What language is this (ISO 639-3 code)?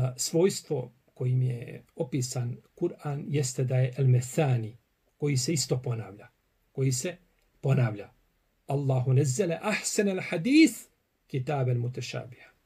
bos